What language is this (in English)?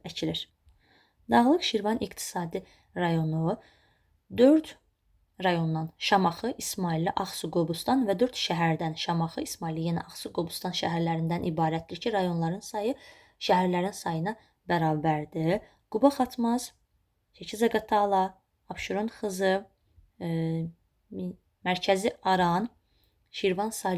Azerbaijani